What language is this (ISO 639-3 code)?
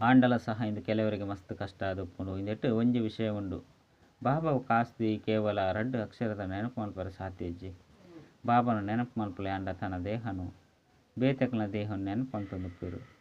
tcy